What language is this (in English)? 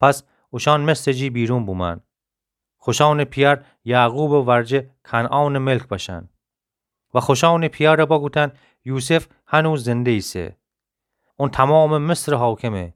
Gilaki